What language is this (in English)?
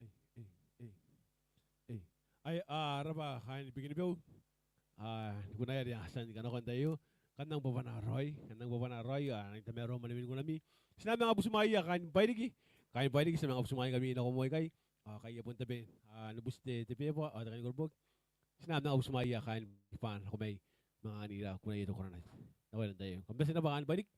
Gilbertese